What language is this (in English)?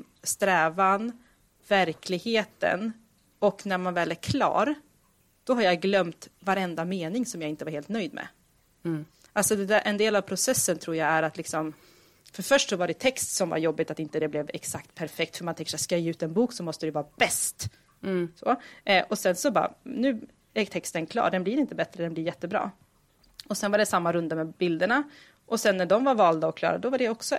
Swedish